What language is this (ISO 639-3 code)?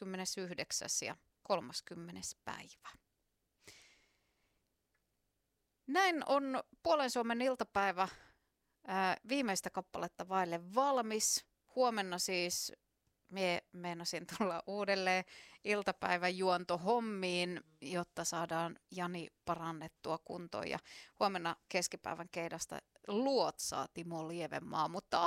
fin